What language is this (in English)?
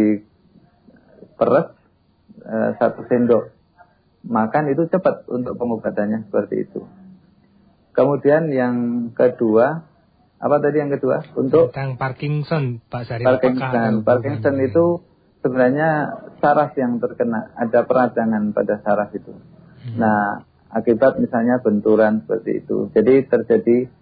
Indonesian